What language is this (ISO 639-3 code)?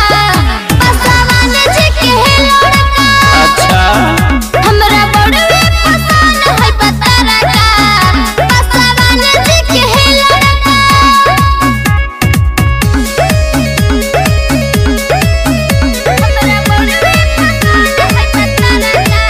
bho